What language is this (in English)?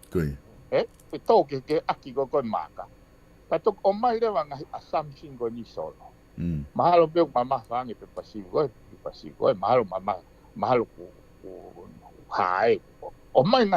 Tongan